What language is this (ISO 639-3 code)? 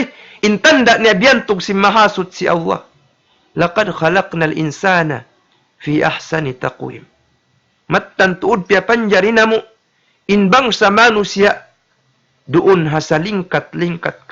tsg